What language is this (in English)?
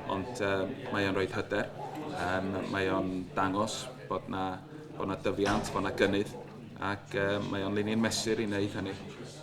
Welsh